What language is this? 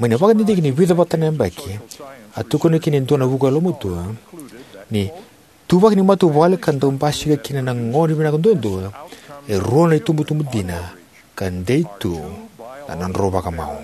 Fijian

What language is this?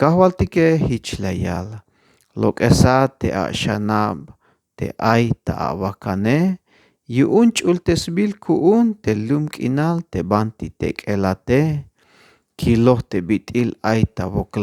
Tzeltal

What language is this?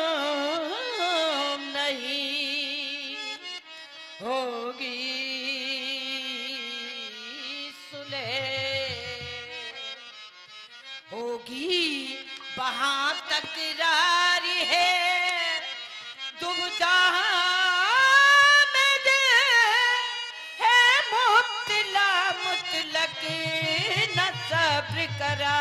Hindi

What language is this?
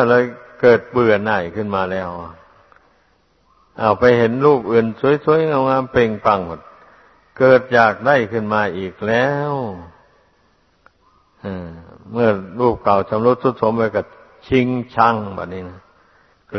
Thai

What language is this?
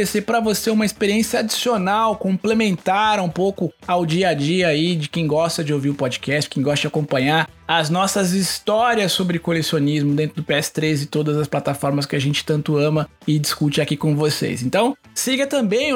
Portuguese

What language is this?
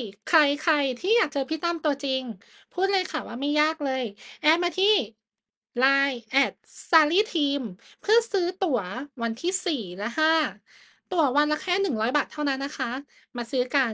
Thai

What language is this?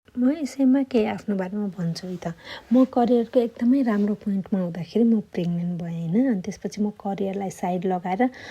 Nepali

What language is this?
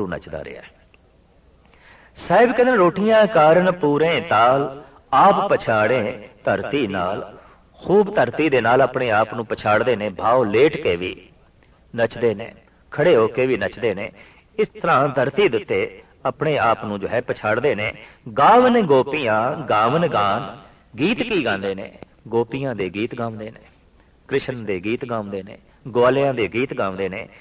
Punjabi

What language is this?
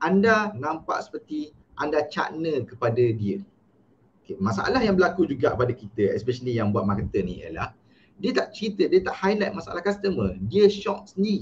Malay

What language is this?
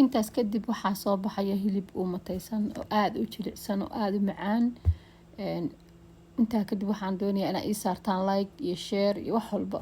Somali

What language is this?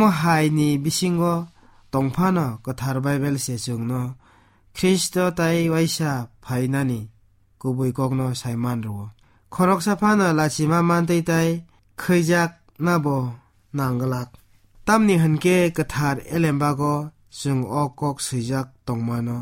Kok Borok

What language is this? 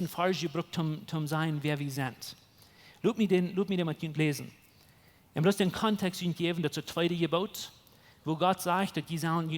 Plautdietsch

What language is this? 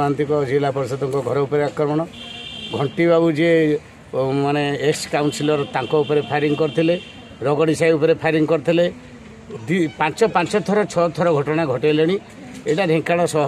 Odia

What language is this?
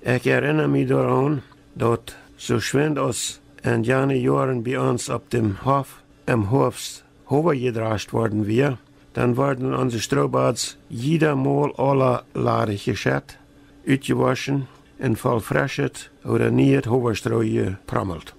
Plautdietsch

